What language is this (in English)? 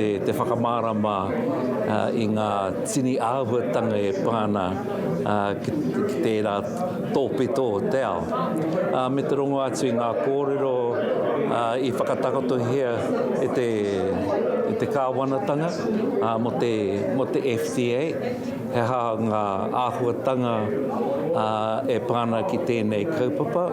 Māori